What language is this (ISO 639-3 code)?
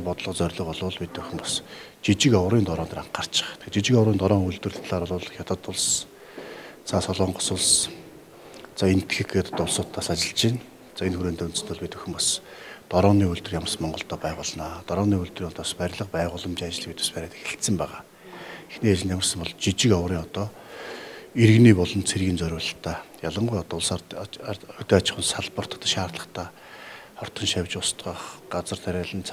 mon